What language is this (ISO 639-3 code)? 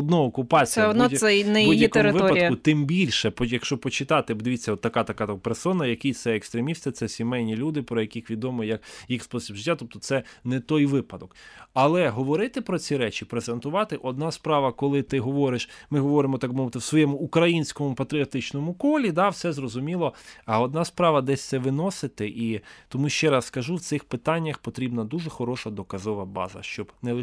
ukr